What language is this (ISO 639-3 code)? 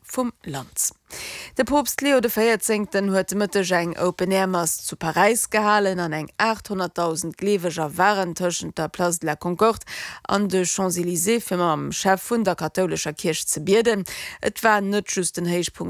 ltz